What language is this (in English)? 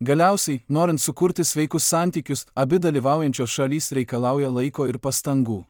Lithuanian